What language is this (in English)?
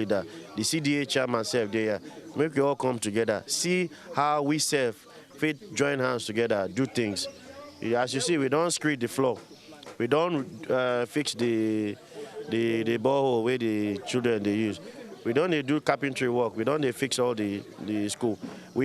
Nigerian Pidgin